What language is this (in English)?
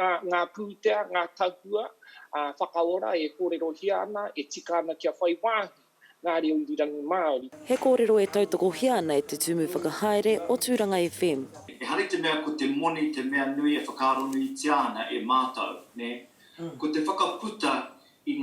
Māori